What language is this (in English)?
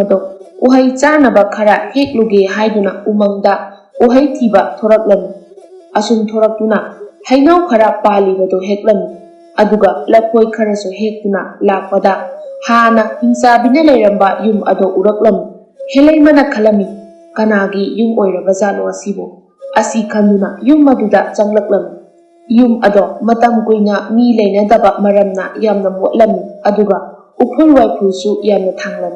Manipuri